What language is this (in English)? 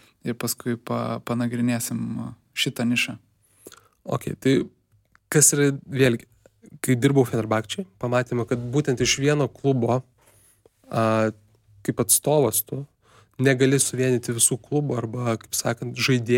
Lithuanian